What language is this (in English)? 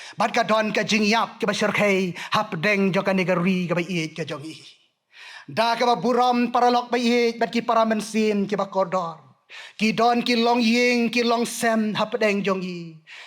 Khasi